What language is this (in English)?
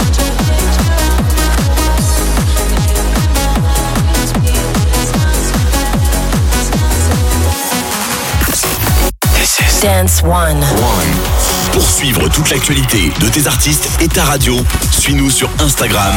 French